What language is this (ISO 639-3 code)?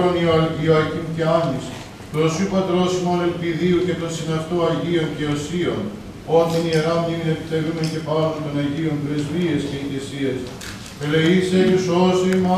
ell